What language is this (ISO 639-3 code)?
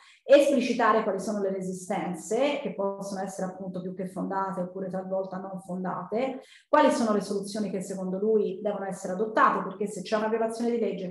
ita